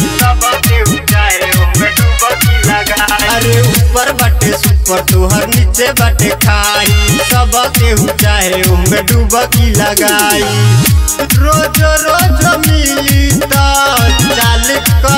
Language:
Bhojpuri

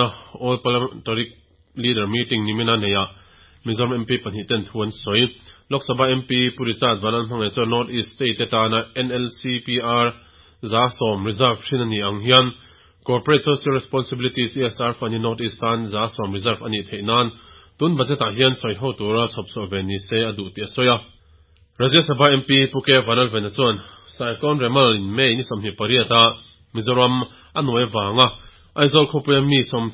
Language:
Mizo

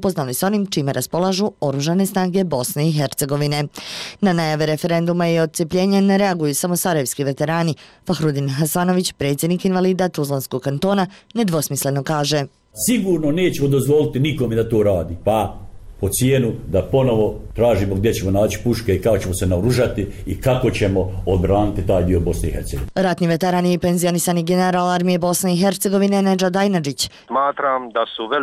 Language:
Bosnian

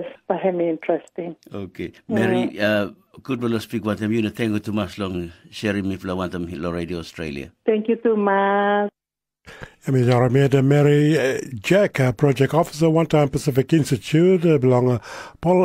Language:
Tok Pisin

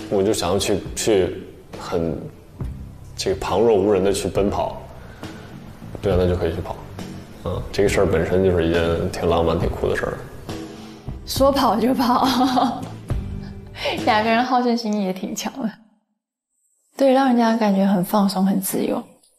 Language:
Chinese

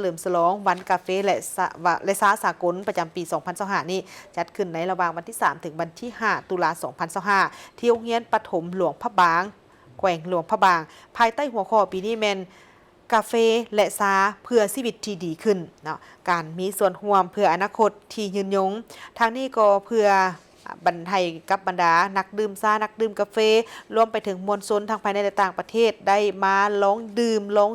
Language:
Lao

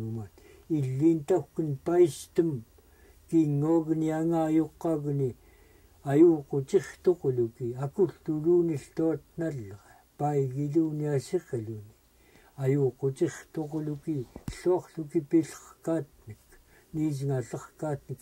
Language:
Central Yupik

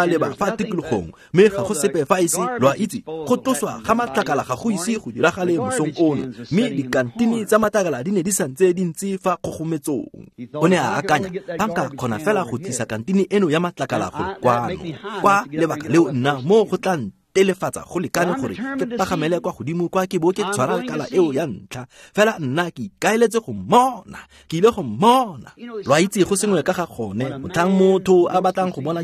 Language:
Tswana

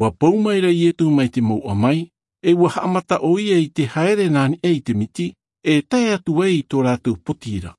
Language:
Tahitian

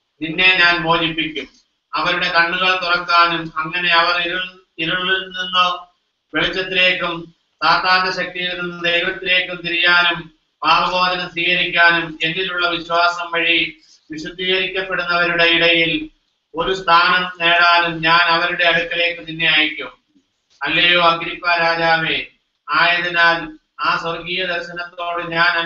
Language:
Malayalam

